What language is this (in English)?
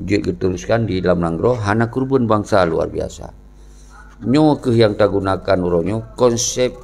Achinese